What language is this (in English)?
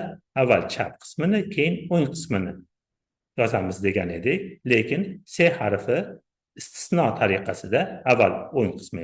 Uzbek